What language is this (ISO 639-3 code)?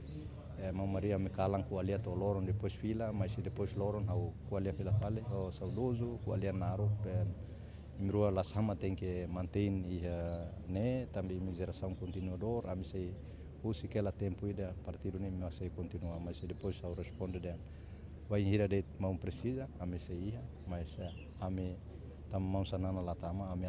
tet